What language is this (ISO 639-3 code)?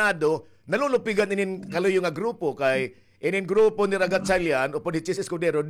war